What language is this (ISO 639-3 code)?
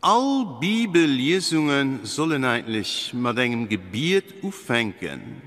ltz